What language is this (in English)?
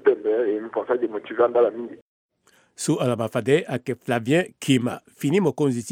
Sango